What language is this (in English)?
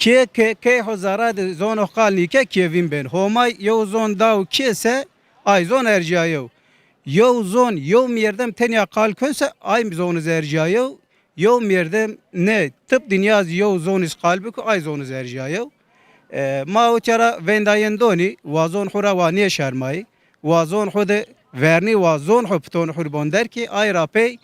Zaza